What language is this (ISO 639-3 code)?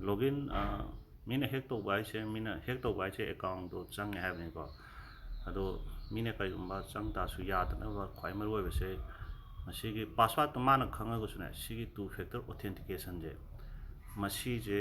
mni